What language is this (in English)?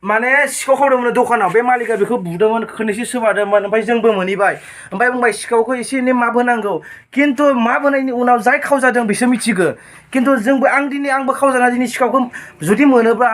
Bodo